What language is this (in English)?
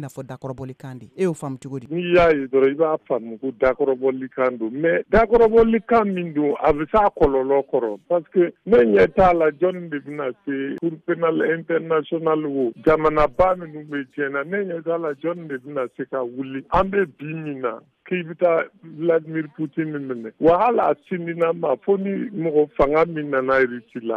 Bambara